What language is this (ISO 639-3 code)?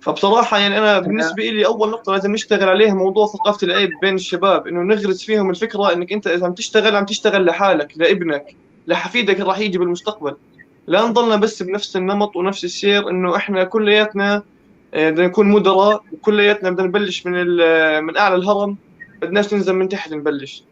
apc